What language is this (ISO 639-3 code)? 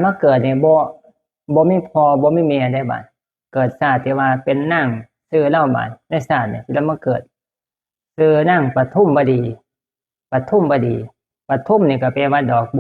tts